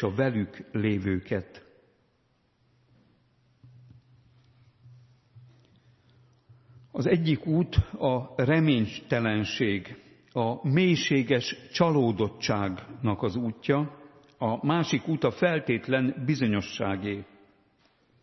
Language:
Hungarian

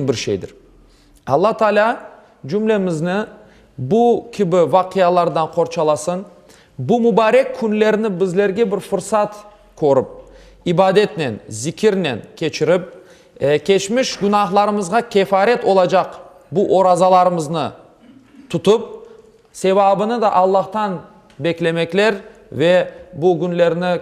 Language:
Crimean Tatar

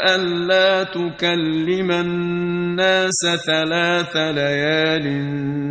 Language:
Kurdish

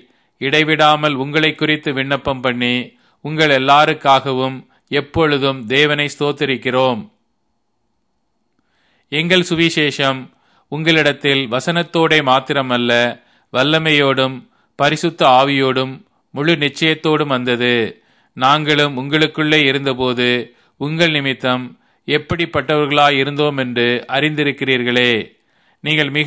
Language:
Tamil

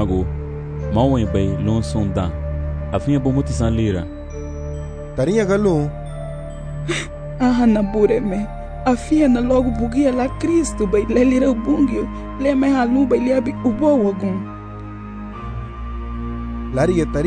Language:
Garifuna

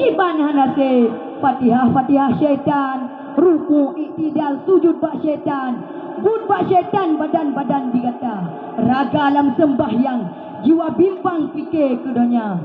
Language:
Achinese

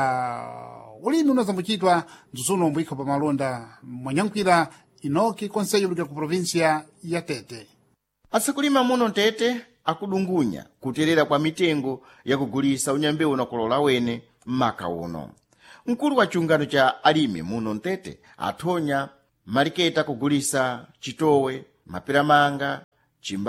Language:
Sena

